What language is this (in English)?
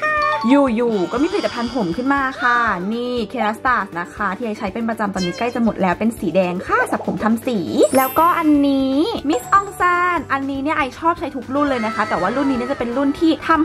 Thai